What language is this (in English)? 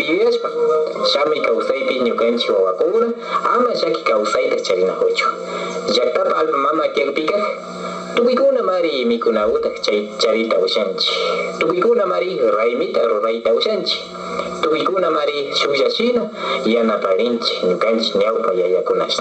Imbabura Highland Quichua